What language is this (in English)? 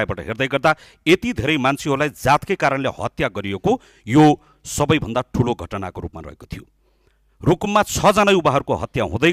Nepali